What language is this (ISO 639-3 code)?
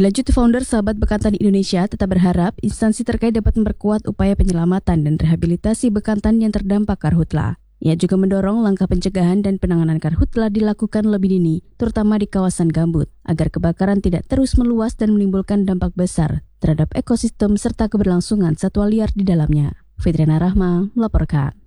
ind